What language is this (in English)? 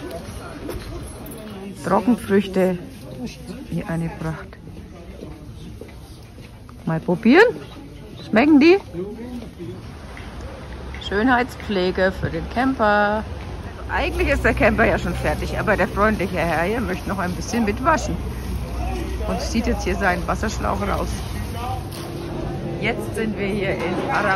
German